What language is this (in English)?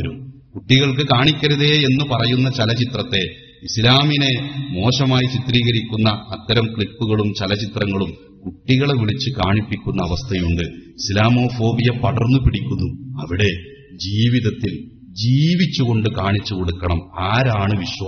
Malayalam